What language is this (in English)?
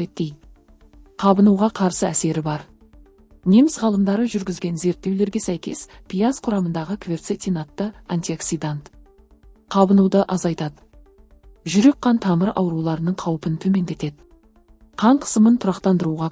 Kazakh